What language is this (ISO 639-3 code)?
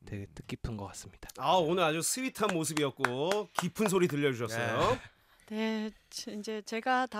kor